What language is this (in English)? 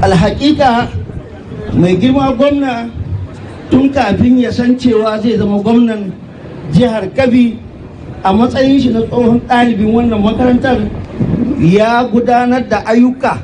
Hausa